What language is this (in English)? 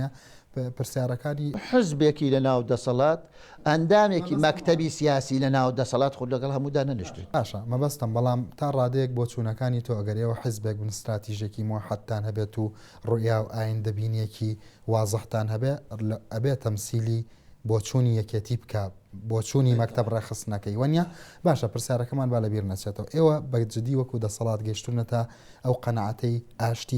Central Kurdish